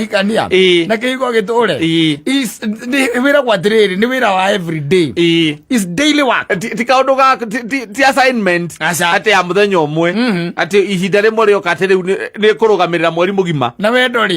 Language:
Kikuyu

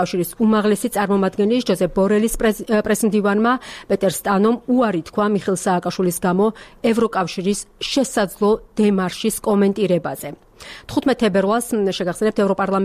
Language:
Georgian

